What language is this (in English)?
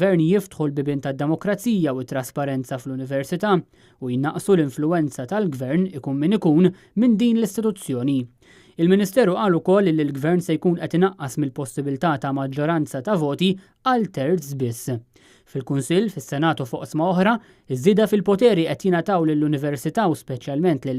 Maltese